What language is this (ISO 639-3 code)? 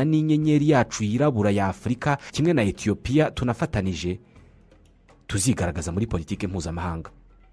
kin